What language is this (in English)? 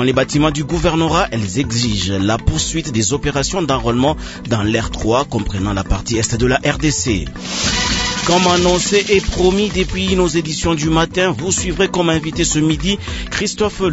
French